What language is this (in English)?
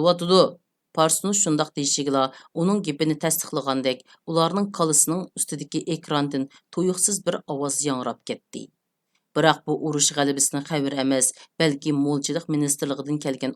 Uyghur